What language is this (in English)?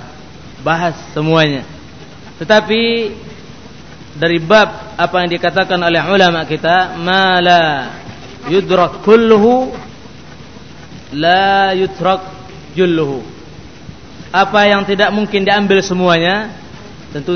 Indonesian